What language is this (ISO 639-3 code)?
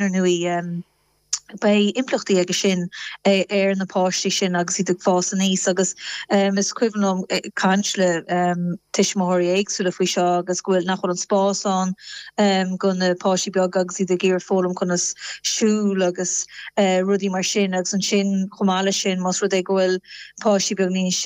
gle